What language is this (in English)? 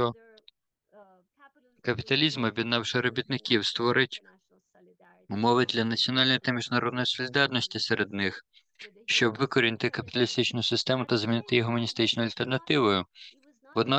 Ukrainian